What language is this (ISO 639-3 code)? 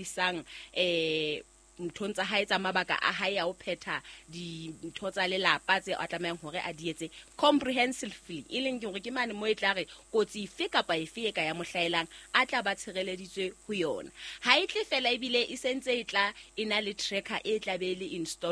sot